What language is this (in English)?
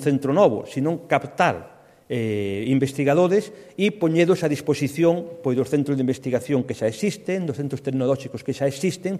Galician